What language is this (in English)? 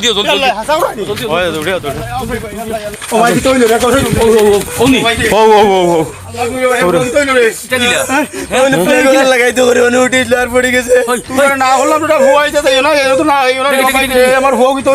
Sylheti